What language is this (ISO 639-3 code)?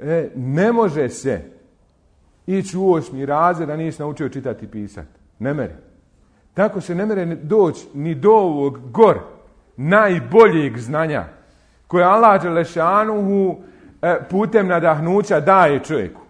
bos